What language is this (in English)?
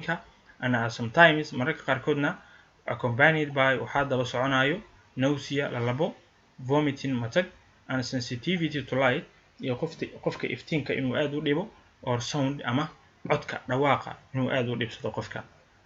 Somali